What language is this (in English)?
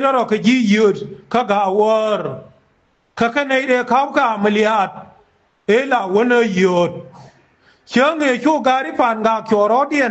Nuer